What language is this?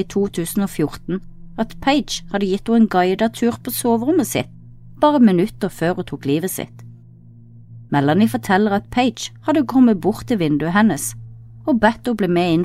Norwegian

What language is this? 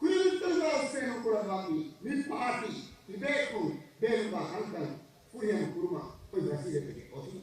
Divehi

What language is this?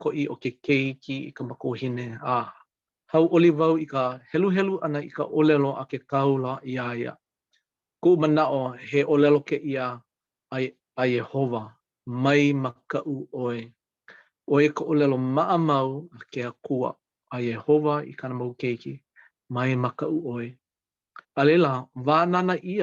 Hawaiian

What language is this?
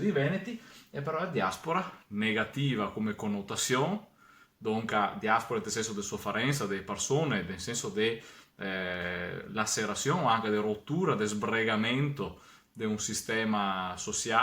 Venetian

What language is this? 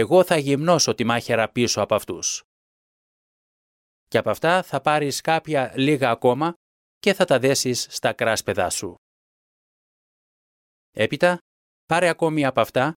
Greek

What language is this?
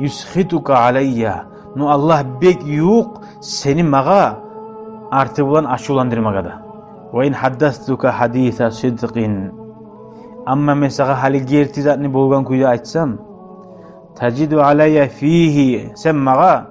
Kumyk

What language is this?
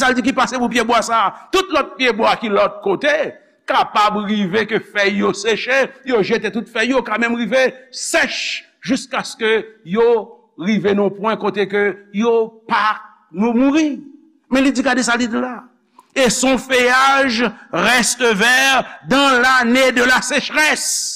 Haitian Creole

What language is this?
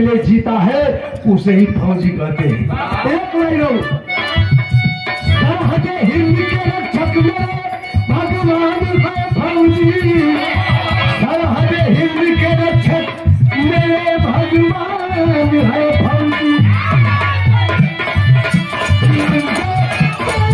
Bhojpuri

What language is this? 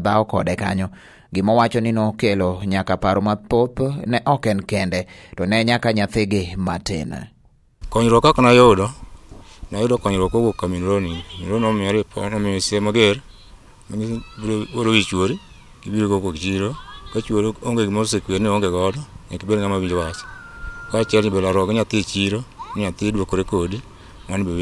Luo (Kenya and Tanzania)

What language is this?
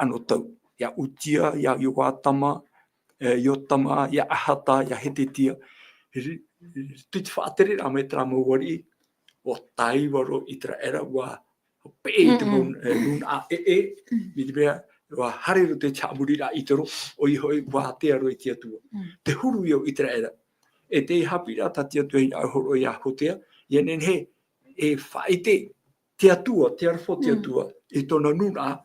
Tahitian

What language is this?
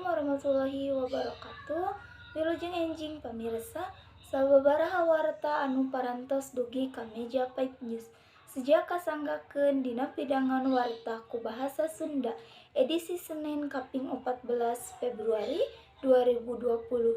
Sundanese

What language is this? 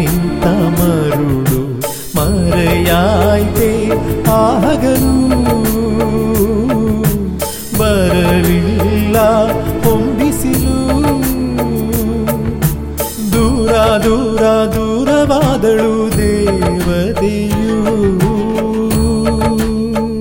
Kannada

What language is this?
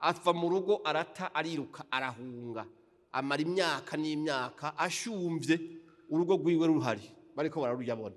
Rundi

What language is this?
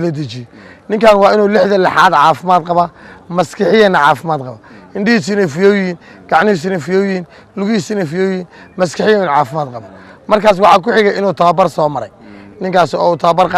Somali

